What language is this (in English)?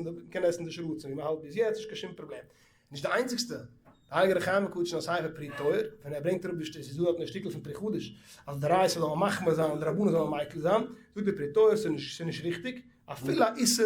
Yiddish